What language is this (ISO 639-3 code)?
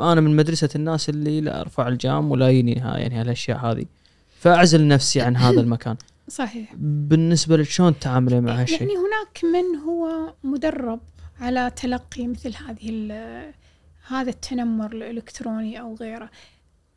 afb